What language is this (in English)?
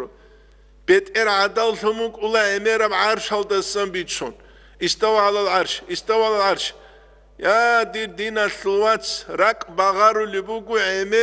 Avaric